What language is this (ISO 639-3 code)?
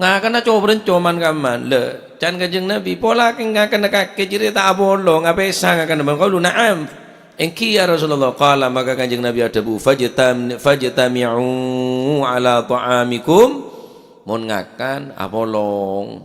mad